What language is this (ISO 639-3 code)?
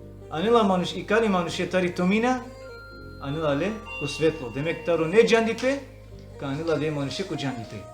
rmn